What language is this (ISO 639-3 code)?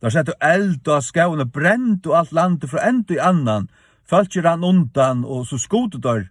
fao